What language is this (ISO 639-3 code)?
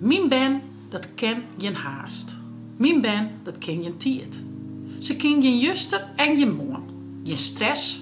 fry